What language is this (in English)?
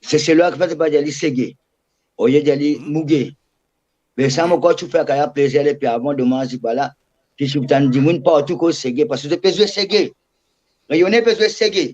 Morisyen